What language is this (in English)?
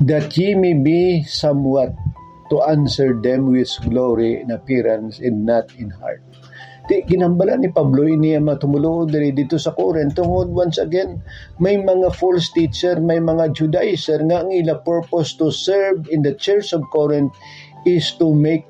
Hiligaynon